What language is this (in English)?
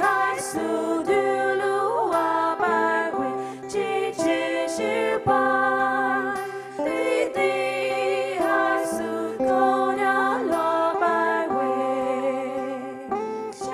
Poumei Naga